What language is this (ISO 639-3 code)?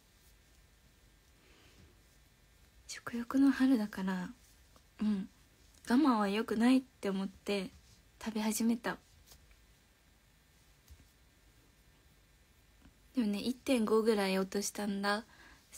jpn